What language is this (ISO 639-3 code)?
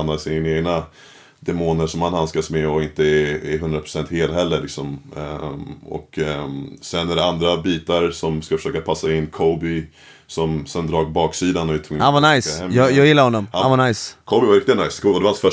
swe